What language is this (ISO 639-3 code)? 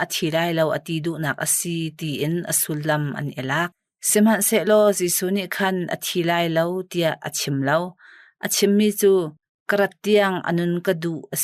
cnh